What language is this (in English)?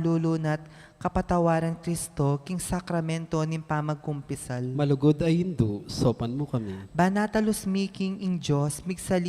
Pampanga